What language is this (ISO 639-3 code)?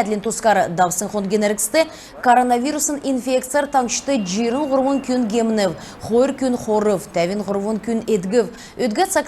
xal